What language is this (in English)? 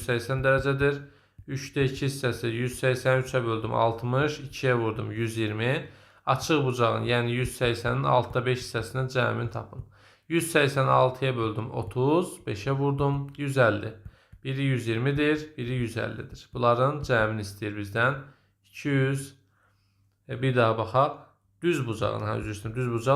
Azerbaijani